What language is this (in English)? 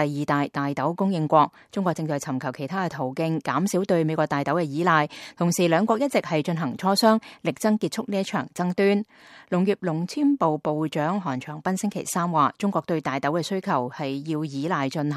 Cantonese